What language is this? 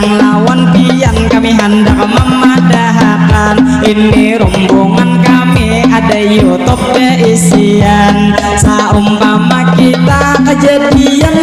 Banjar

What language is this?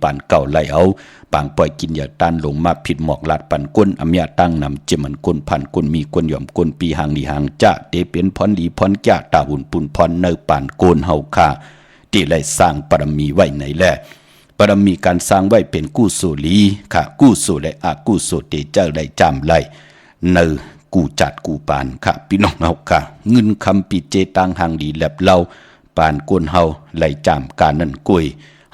Shan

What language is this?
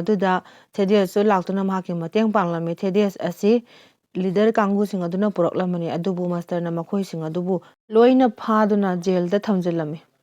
Manipuri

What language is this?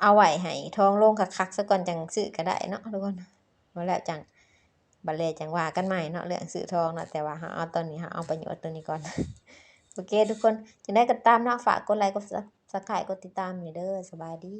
Lao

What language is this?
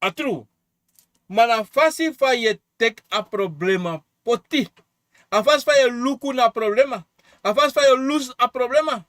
Sranan Tongo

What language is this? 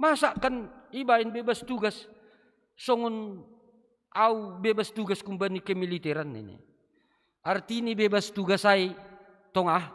Batak Simalungun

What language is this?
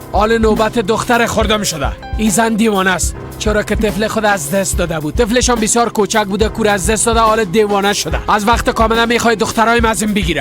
Persian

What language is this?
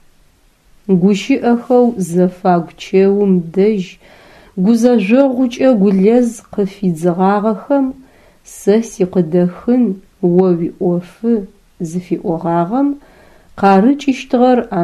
Adyghe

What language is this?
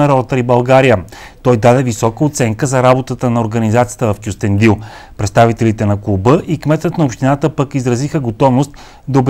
Bulgarian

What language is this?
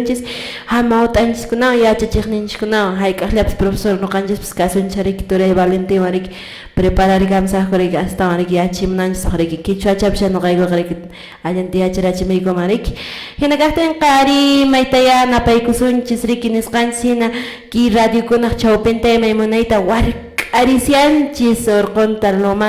Quechua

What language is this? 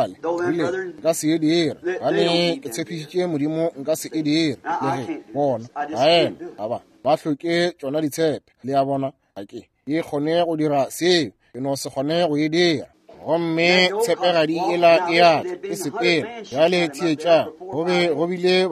Northern Sotho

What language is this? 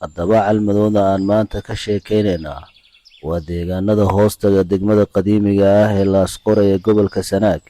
Somali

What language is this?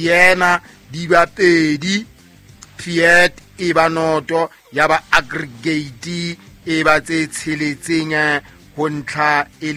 Southern Sotho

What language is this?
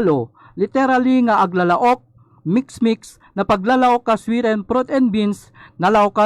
Iloko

